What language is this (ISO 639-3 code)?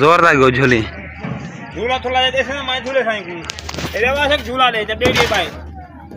skr